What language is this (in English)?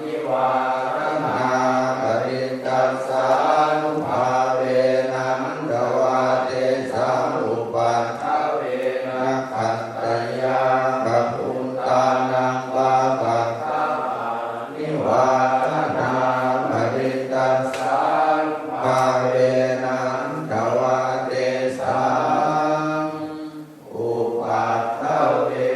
Pali